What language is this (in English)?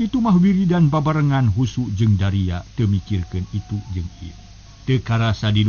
Sundanese